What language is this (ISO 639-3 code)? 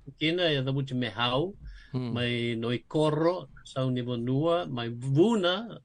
fij